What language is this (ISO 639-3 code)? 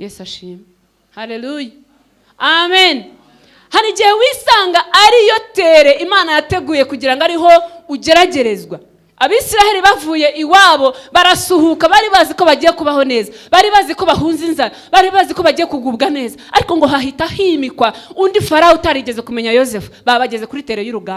kin